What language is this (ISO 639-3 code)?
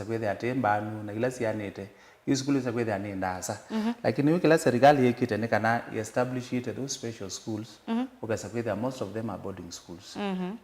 kam